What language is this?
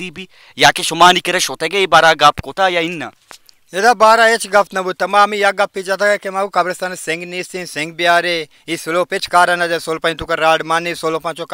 Baluchi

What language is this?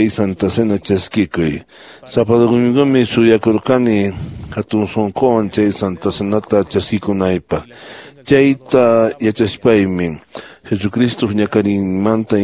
Quechua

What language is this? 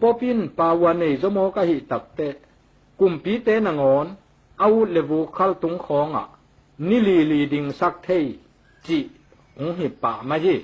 Tedim Chin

